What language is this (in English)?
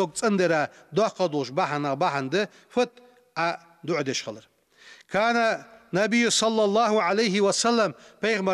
Ingush